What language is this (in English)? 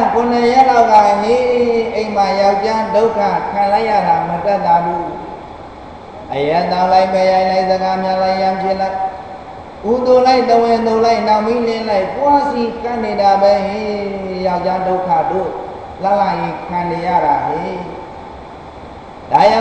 Burmese